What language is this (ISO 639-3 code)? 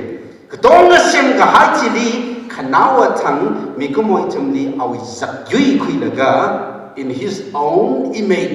nmf